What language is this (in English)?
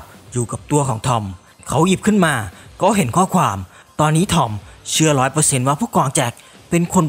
Thai